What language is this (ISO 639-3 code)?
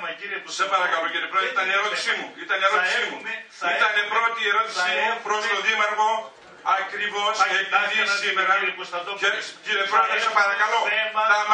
ell